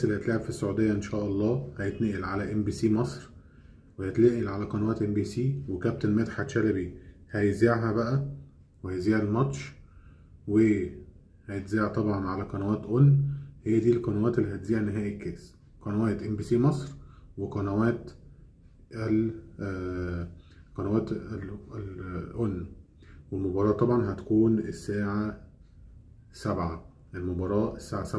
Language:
Egyptian Arabic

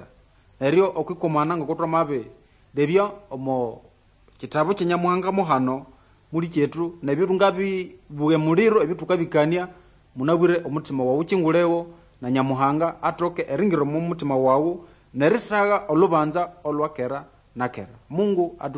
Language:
Nande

